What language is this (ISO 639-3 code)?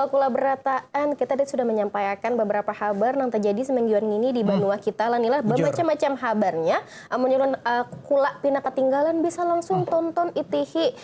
bjn